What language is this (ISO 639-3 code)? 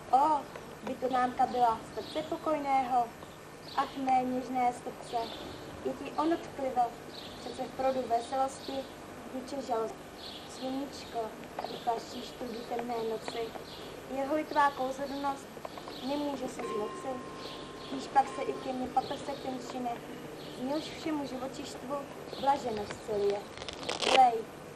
ces